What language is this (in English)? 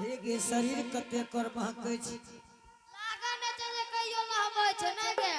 Angika